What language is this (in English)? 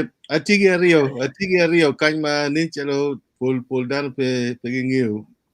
Acoli